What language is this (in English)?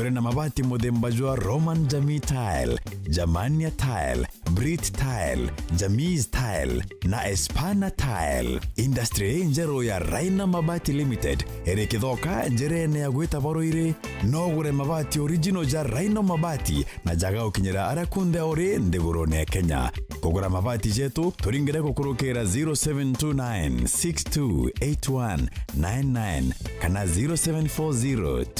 Meru